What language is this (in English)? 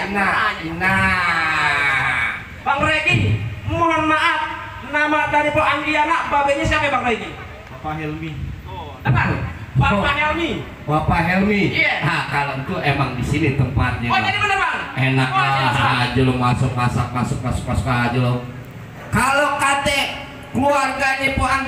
Betawi